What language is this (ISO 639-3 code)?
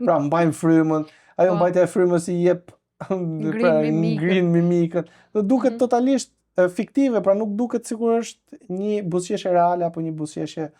sqi